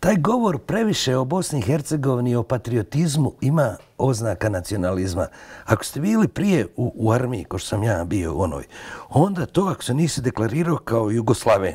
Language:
Bosnian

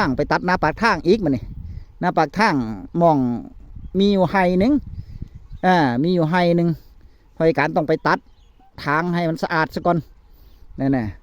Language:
Northeastern Thai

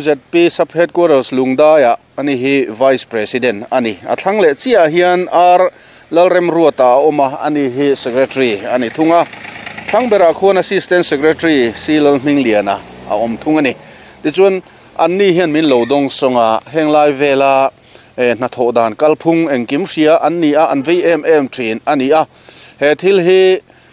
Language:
Mizo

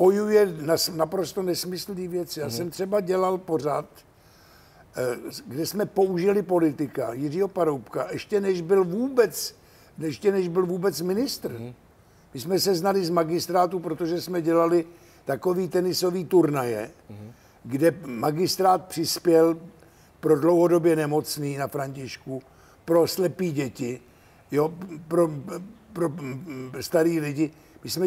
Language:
Czech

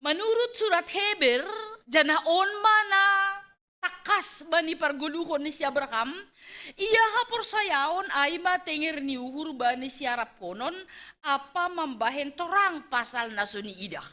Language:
Batak Simalungun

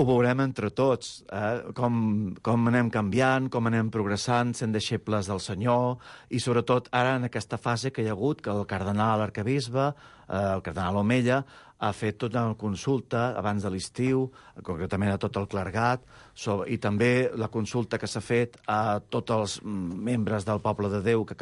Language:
Catalan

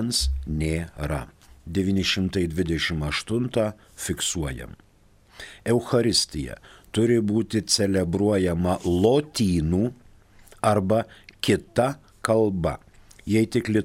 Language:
Lithuanian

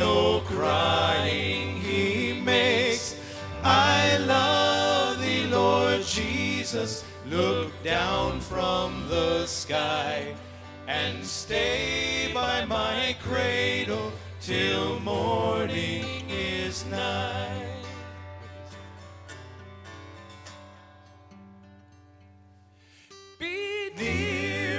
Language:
English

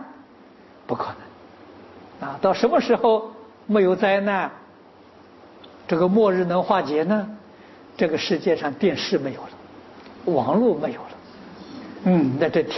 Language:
Chinese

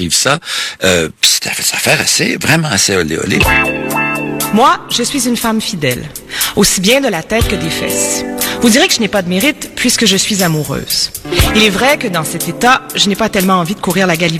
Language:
French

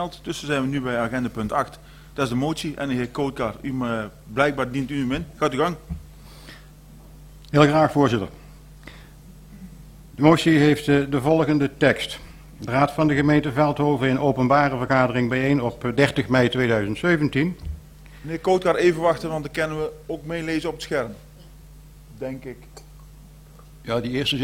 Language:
Dutch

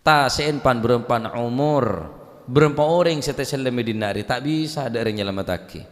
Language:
Madurese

